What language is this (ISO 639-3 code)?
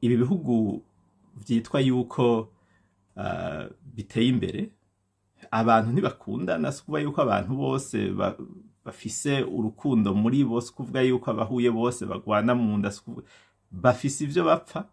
run